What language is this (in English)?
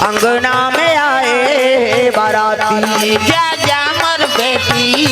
Chhattisgarhi